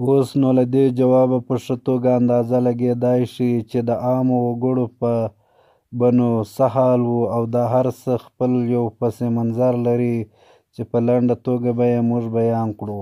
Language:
Pashto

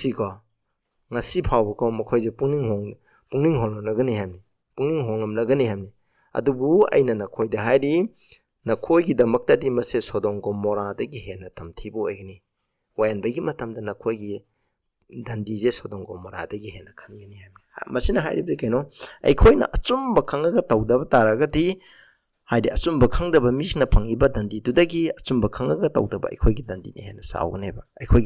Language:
Manipuri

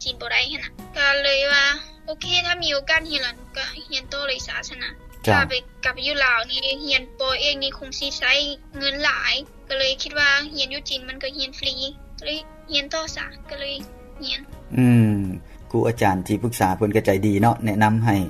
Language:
Lao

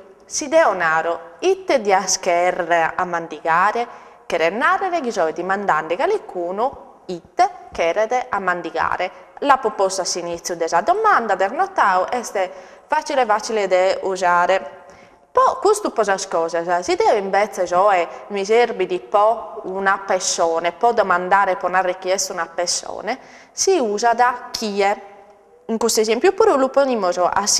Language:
Sardinian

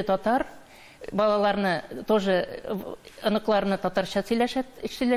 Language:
Tatar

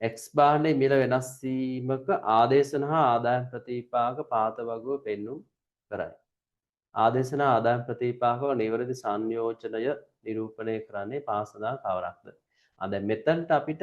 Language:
Sinhala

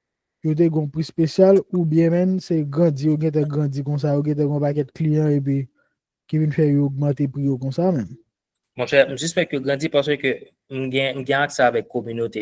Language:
Haitian Creole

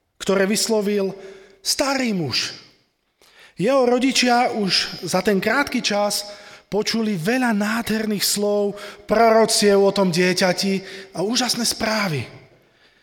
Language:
Slovak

